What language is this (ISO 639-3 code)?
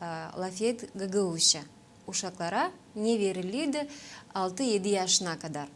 gag